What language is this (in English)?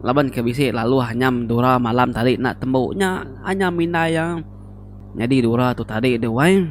Iban